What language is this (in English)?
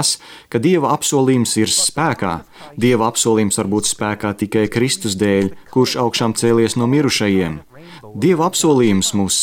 Latvian